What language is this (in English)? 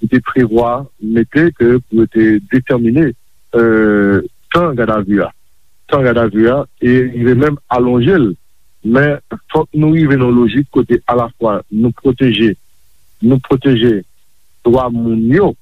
Haitian Creole